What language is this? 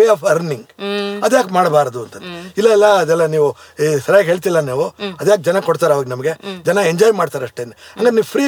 Kannada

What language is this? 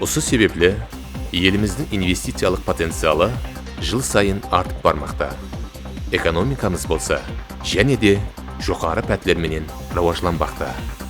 Kara-Kalpak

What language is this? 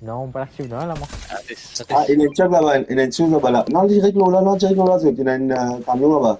Morisyen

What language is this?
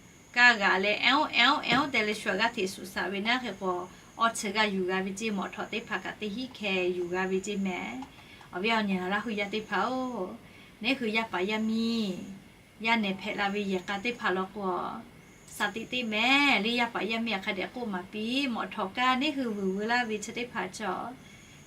Lahu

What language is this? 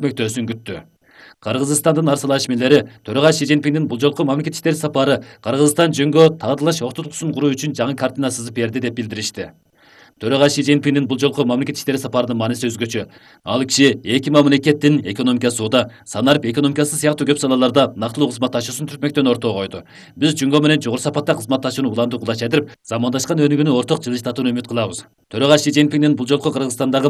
Kyrgyz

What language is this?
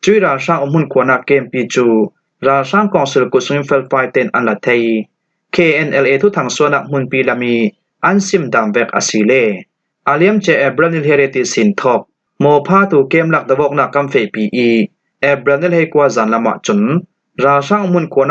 Falam Chin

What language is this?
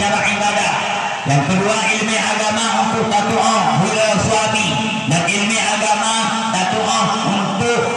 Achinese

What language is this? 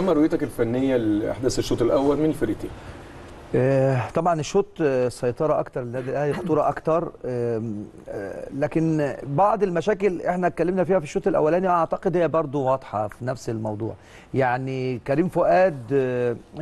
Egyptian Arabic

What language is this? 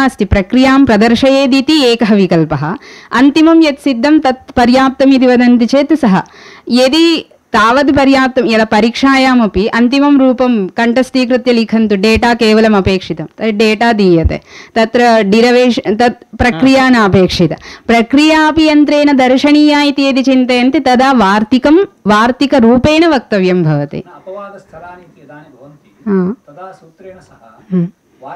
Sanskrit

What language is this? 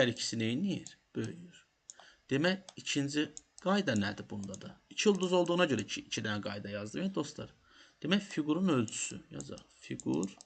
Azerbaijani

